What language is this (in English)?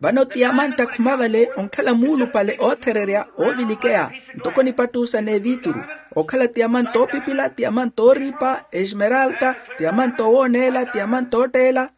Makhuwa